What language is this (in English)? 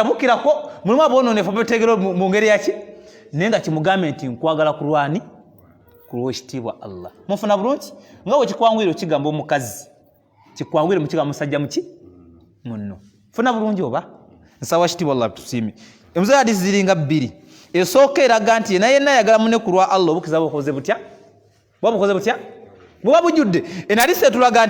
Ganda